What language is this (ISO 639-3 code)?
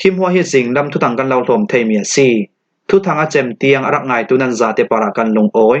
cfm